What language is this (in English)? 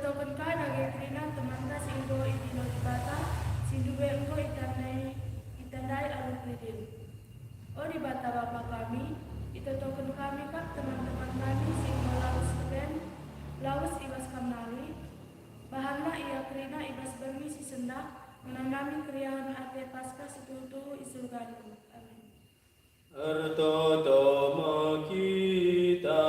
Batak Karo